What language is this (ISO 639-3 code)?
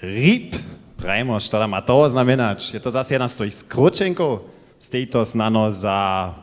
hsb